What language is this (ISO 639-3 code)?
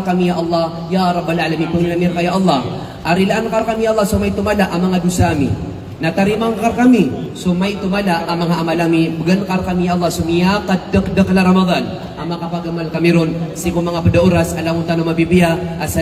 mrw